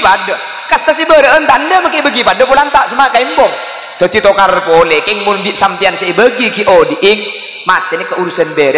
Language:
Madurese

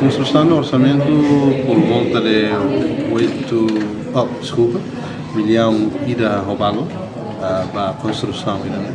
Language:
Tetum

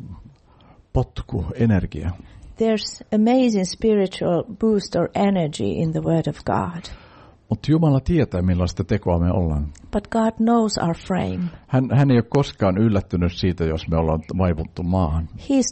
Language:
Finnish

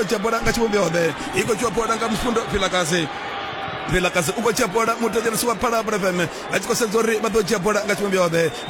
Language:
Venda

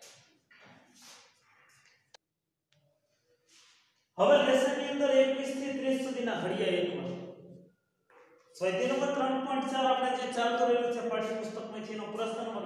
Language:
Gujarati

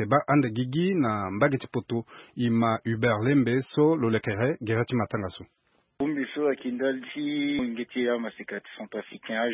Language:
Sango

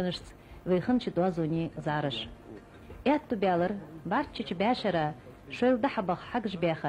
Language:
Ingush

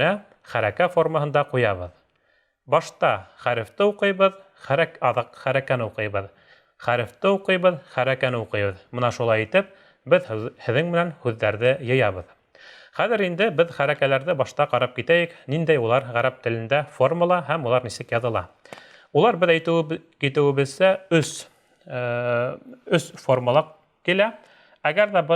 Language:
Bashkir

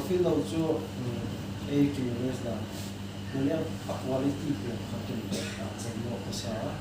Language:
Paite Chin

